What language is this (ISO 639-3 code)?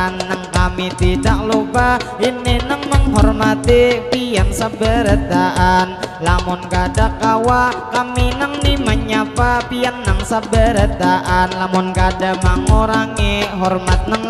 bjn